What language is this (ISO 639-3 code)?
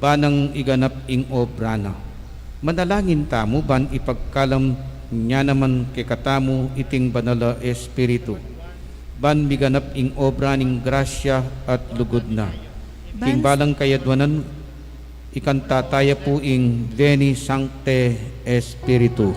pam